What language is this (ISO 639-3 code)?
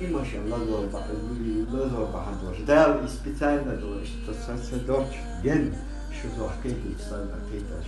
che